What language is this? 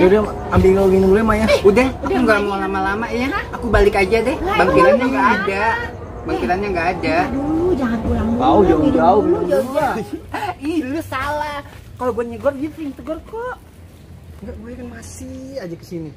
Betawi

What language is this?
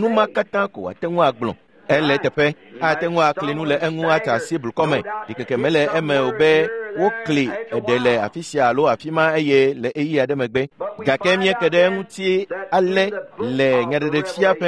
Ewe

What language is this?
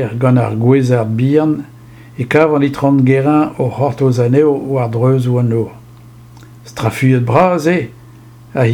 Breton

